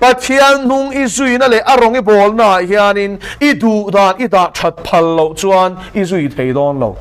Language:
Mizo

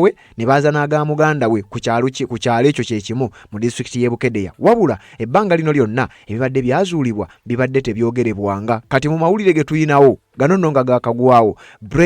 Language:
Ganda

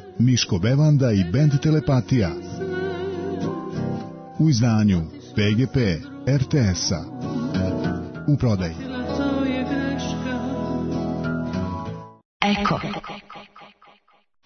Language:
Serbian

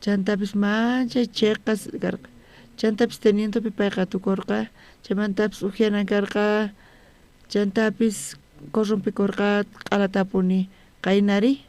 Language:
South Bolivian Quechua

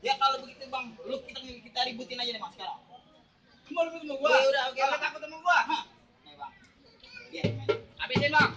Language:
Betawi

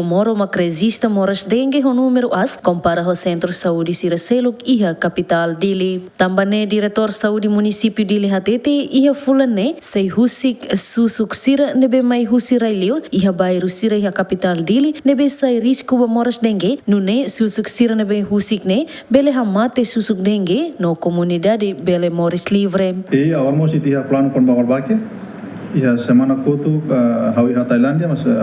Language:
Tetum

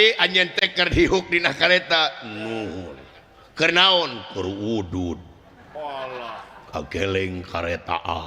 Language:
Sundanese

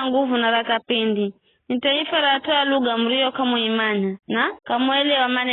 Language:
Giryama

